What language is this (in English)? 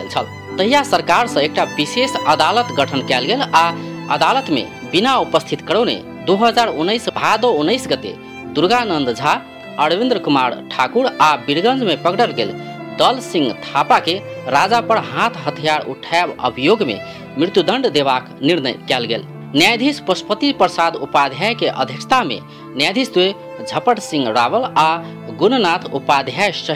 Maithili